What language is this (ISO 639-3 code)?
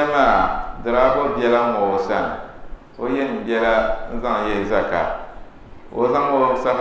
dag